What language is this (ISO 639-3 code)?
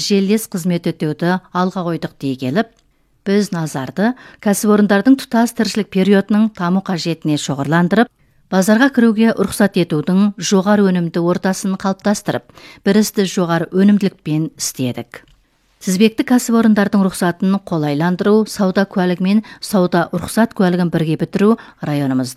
kaz